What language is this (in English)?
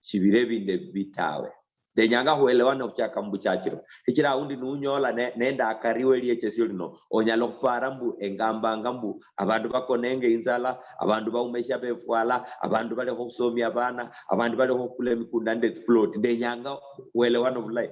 Luyia